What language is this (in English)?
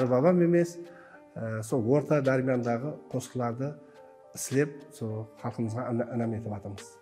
Kara-Kalpak